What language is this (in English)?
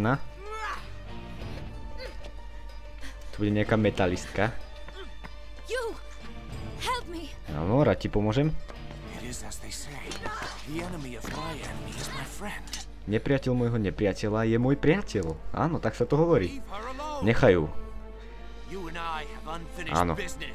Slovak